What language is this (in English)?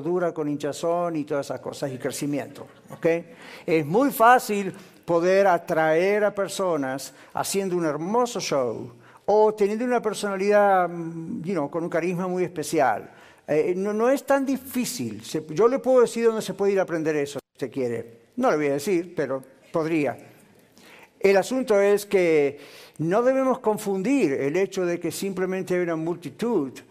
Spanish